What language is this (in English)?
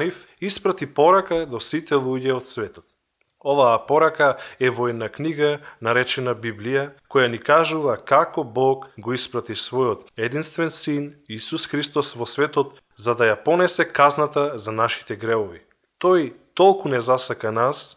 Macedonian